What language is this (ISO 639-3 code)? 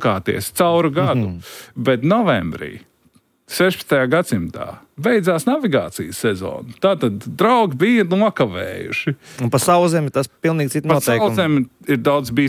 lav